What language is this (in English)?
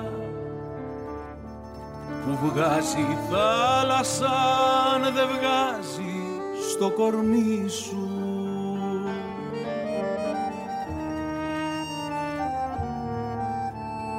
Greek